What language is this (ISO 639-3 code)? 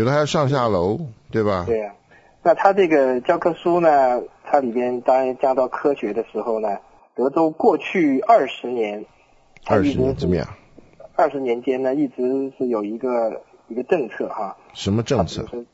zho